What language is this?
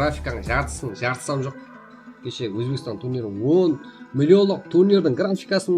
Kara-Kalpak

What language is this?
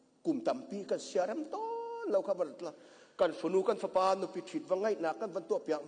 Hakha Chin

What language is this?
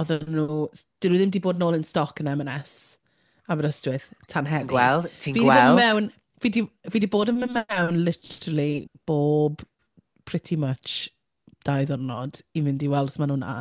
Welsh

